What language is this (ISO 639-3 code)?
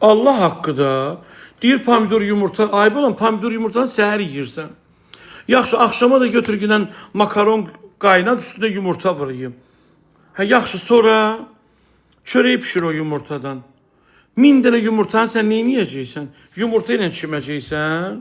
aze